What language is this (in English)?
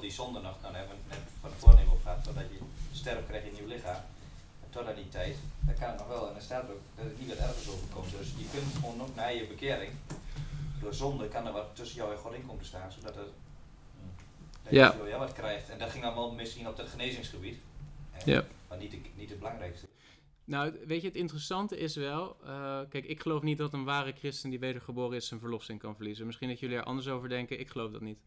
Dutch